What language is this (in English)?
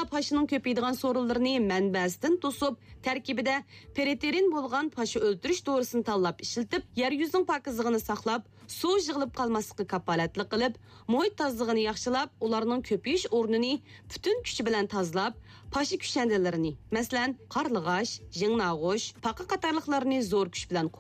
Uyghur